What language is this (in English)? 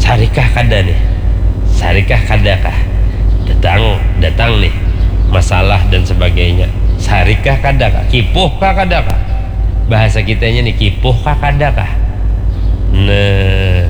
Banjar